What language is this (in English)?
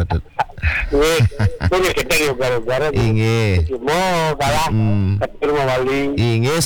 Balinese